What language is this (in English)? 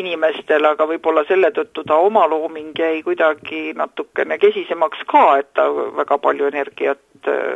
Estonian